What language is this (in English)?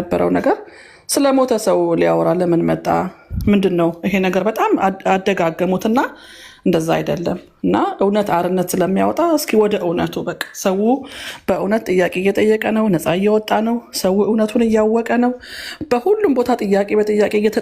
Amharic